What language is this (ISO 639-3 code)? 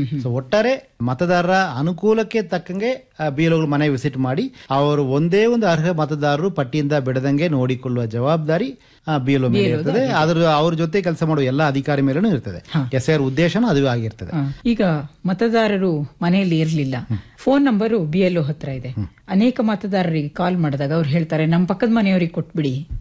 kan